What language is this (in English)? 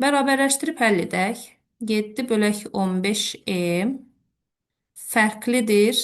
Azerbaijani